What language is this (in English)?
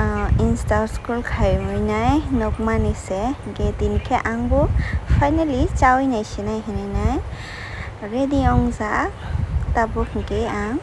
Kok Borok